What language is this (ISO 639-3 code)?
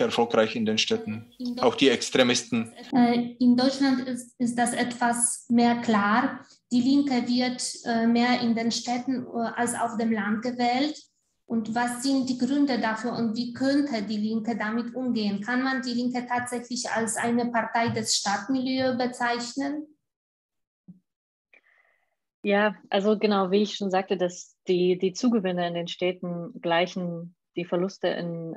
deu